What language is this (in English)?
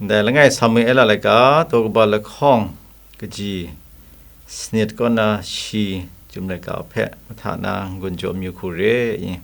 Kachin